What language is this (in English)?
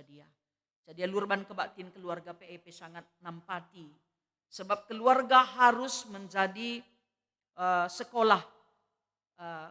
Batak Karo